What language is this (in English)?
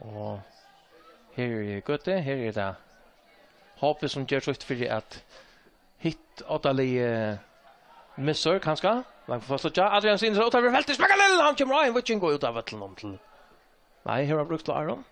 Faroese